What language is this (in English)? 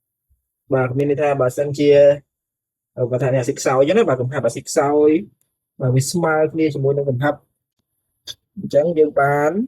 Khmer